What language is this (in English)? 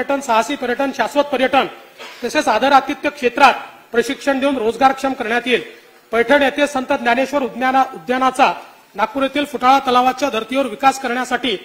Marathi